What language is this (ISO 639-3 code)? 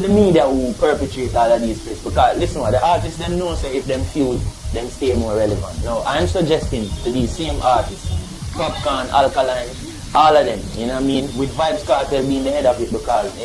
jam